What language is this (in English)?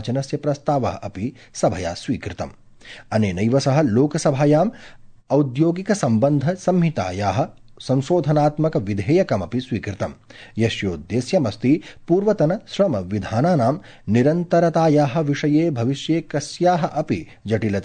Sanskrit